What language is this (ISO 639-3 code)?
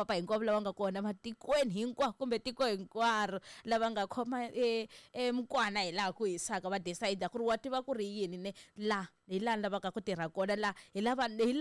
tso